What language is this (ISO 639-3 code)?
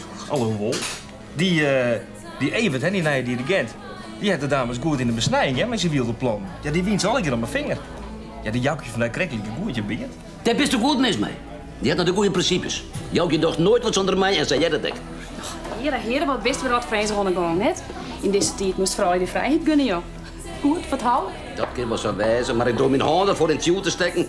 fry